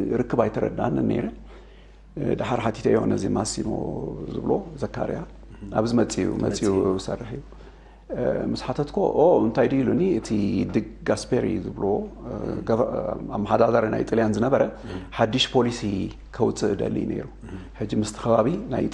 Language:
Tigrinya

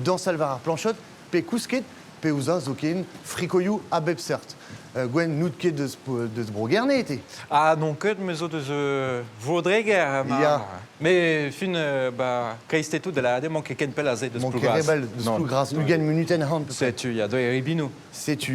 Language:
Breton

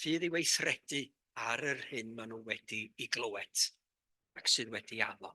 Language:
Welsh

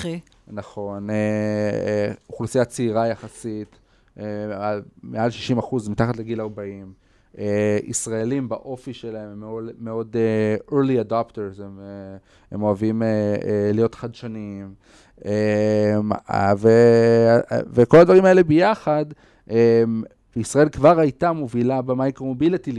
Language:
Hebrew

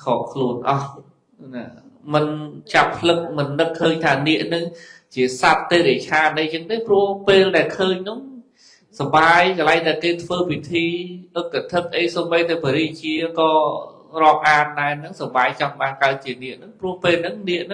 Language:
Khmer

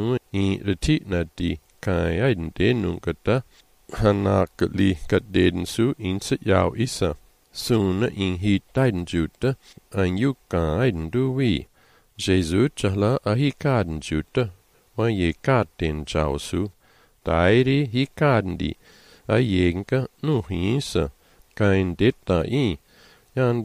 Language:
Malagasy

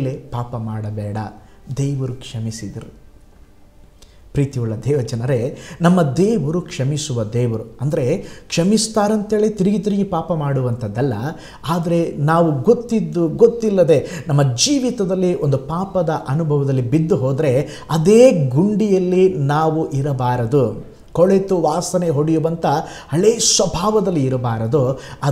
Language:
Kannada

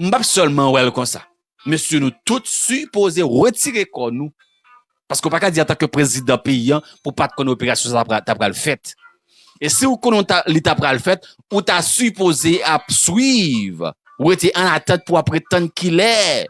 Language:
Haitian Creole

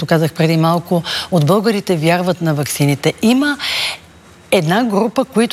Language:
Bulgarian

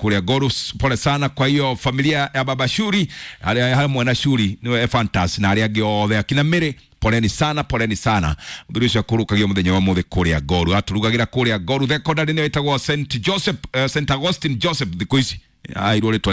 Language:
Kikuyu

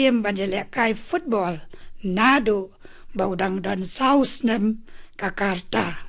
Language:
Khasi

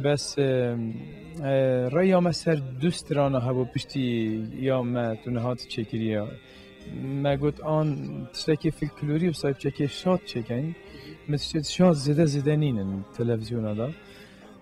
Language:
Kurdish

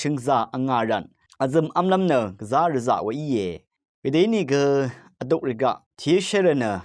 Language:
Rawang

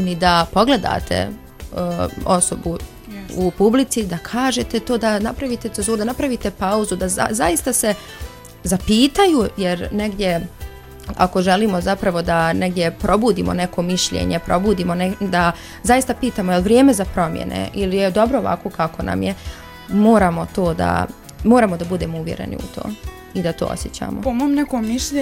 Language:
Bosnian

